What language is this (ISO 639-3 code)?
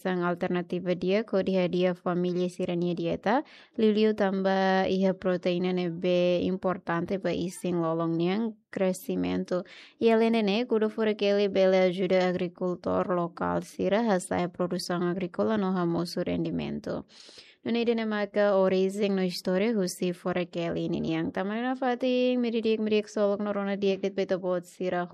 tet